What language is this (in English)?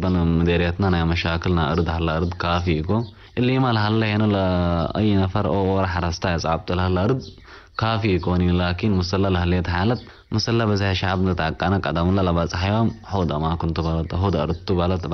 Tigre